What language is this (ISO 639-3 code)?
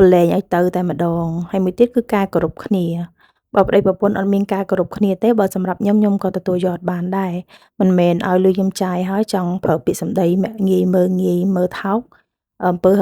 khm